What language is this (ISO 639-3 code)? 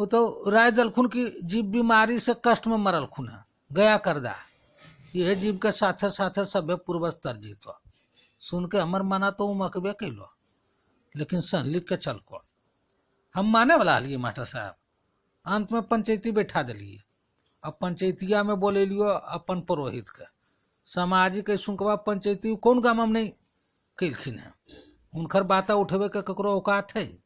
mag